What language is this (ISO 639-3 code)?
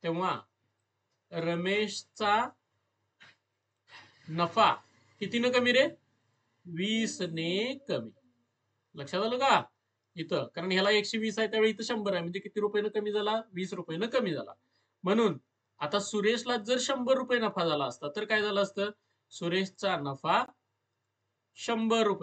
mar